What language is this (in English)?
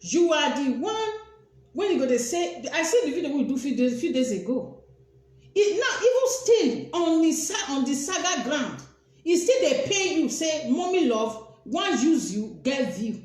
Nigerian Pidgin